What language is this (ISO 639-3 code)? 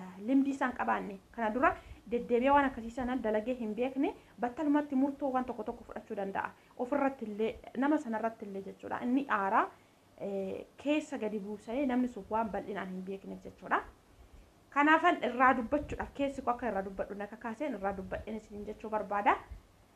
orm